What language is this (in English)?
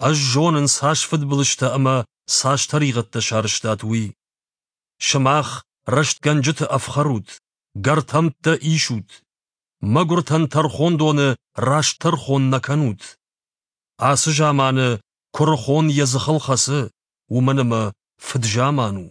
Ossetic